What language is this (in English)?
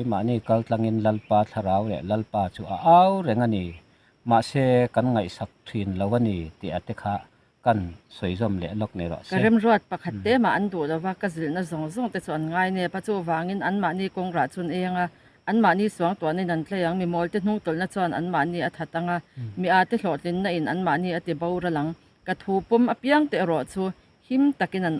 Mizo